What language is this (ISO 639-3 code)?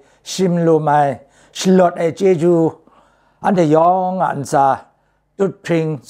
kac